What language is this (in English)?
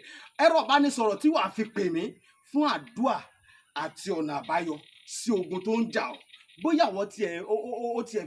Yoruba